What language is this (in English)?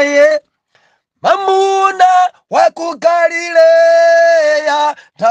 Nyanja